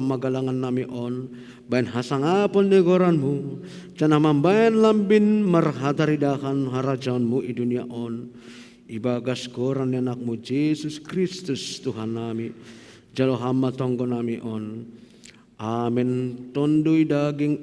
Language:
Batak Simalungun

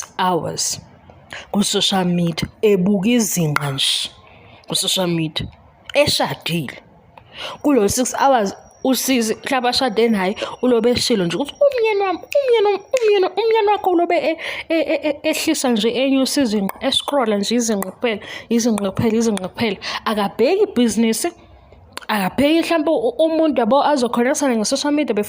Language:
Zulu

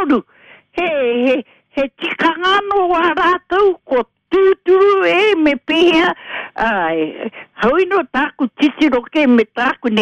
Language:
Māori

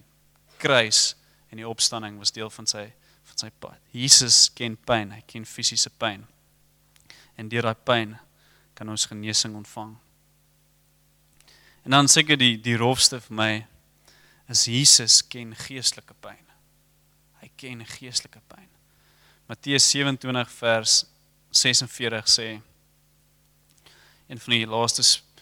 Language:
Afrikaans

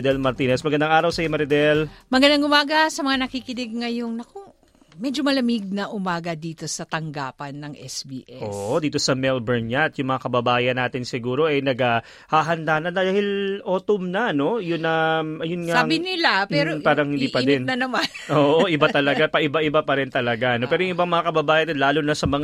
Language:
Filipino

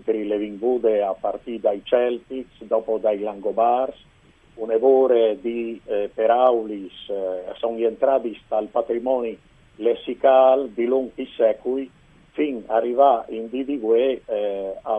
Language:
Friulian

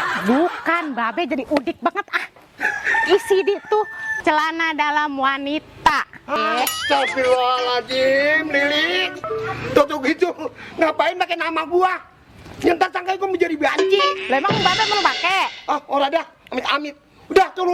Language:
Betawi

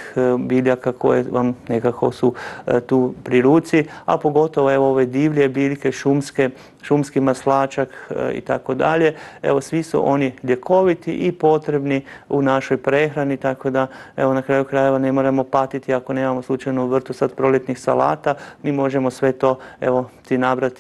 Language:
Croatian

